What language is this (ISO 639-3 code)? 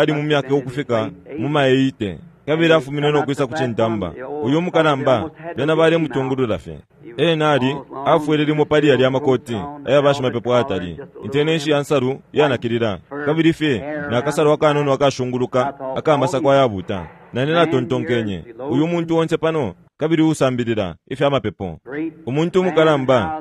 bem